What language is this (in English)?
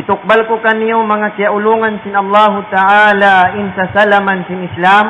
Tausug